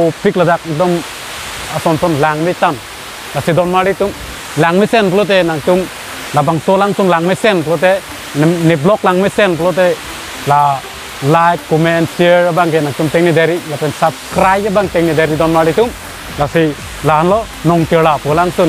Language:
Karbi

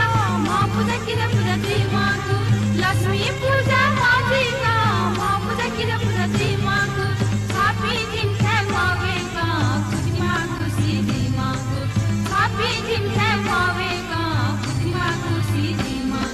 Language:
Newari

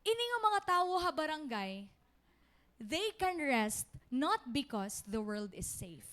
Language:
Waray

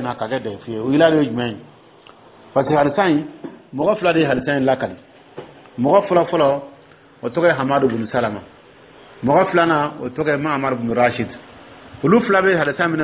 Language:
Dyula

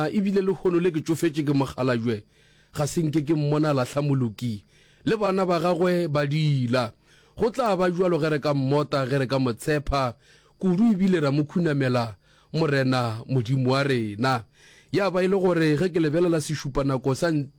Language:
Northern Sotho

